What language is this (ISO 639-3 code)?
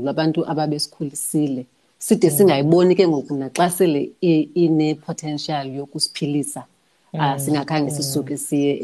xho